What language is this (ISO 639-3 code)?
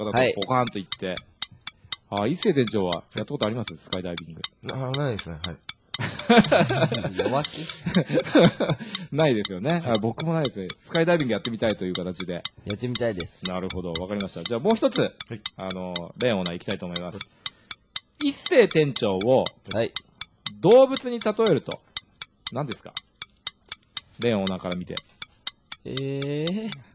jpn